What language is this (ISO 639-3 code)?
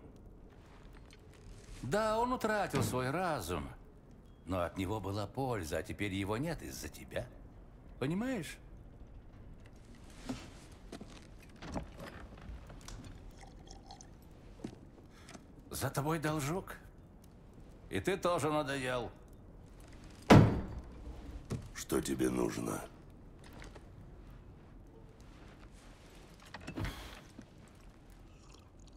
rus